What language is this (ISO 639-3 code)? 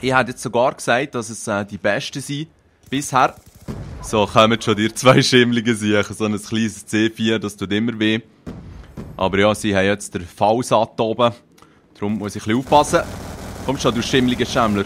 gsw